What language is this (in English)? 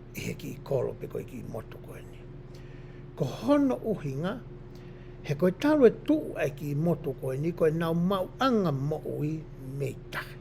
Tongan